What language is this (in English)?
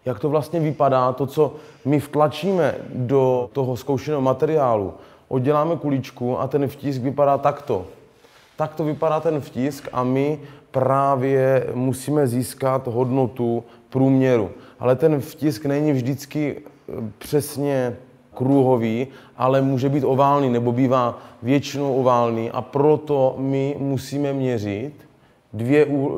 Czech